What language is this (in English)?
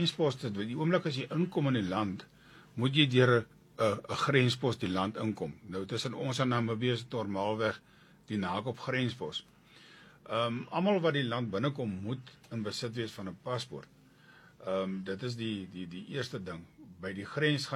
Afrikaans